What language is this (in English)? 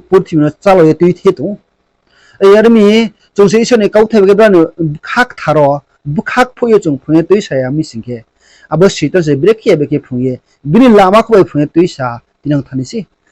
Riang (India)